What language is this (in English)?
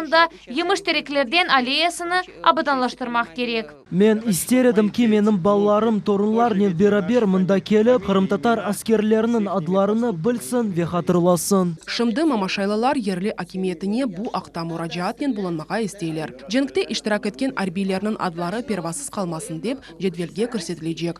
Crimean Tatar